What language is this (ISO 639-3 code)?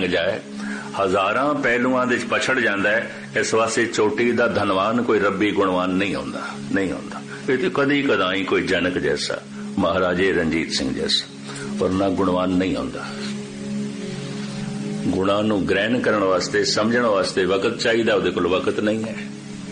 pan